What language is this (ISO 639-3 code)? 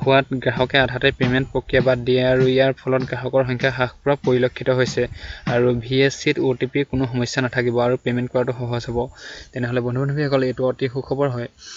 asm